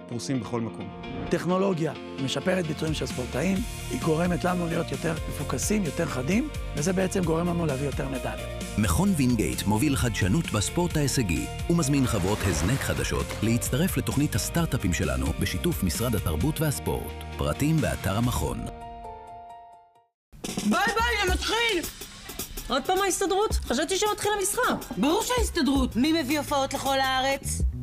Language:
Hebrew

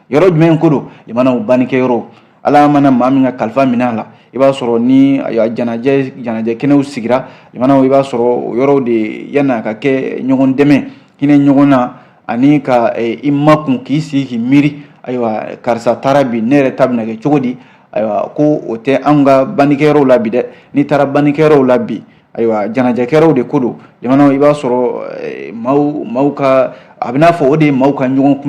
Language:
Bambara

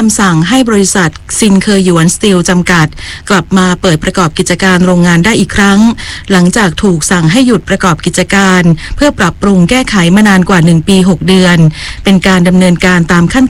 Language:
Thai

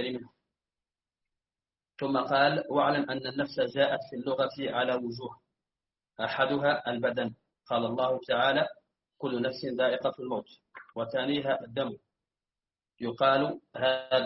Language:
Arabic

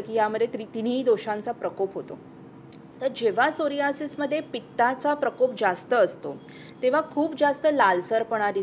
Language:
Marathi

